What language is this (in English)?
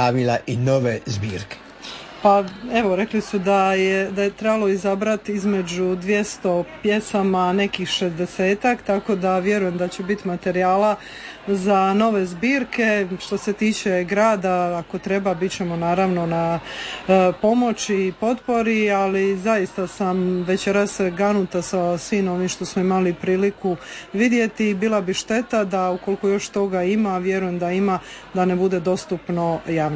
Croatian